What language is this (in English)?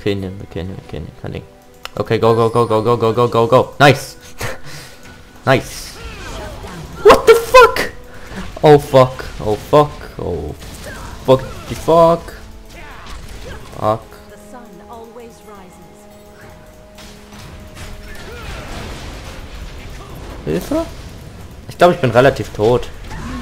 German